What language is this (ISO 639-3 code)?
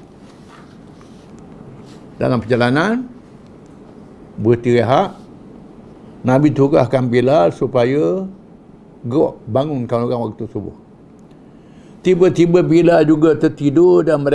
msa